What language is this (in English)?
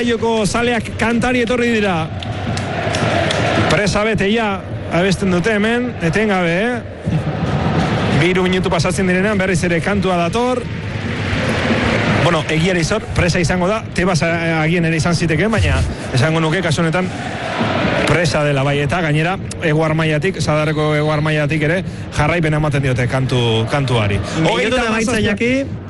Basque